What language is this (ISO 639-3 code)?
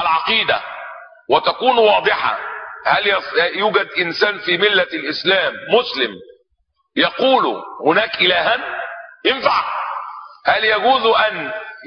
ara